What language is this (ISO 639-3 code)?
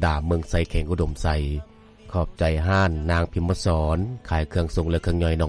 lao